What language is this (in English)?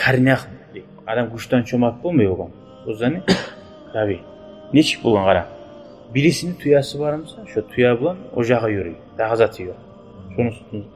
Kumyk